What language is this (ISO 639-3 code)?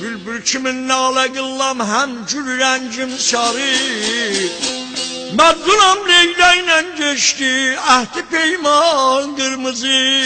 azb